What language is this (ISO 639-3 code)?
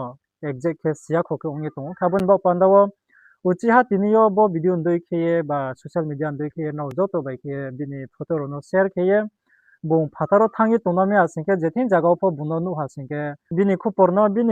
ria